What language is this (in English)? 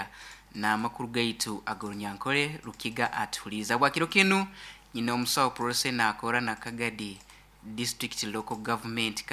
Nyoro